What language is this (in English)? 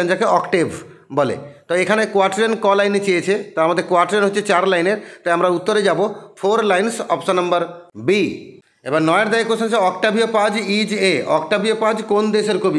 Bangla